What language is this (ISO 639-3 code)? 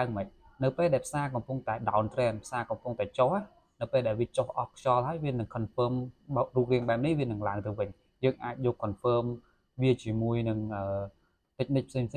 khm